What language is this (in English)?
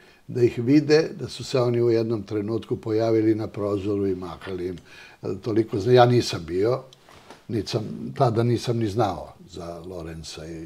Serbian